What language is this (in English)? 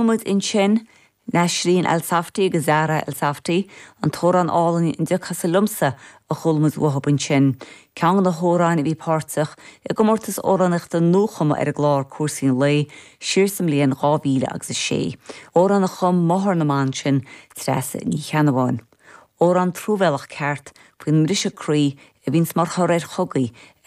Irish